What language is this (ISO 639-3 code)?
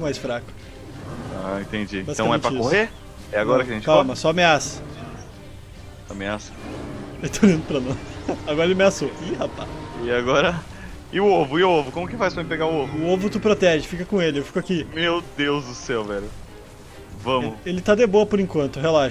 por